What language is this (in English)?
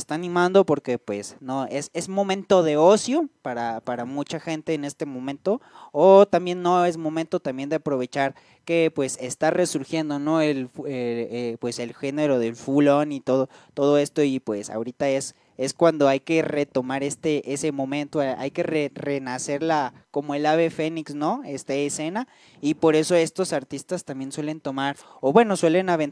Spanish